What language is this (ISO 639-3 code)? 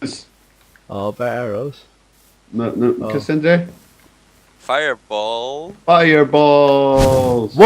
fao